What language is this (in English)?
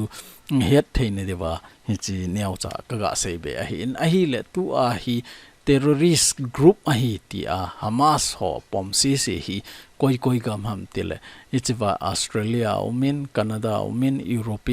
Thado Chin